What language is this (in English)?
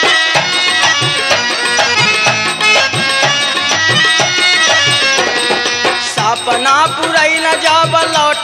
Bhojpuri